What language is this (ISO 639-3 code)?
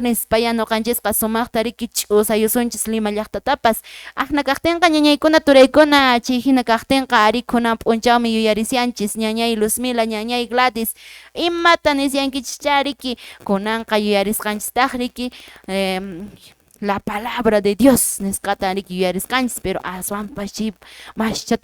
que